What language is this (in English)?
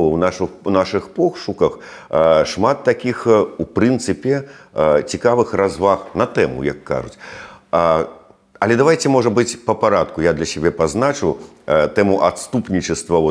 Belarusian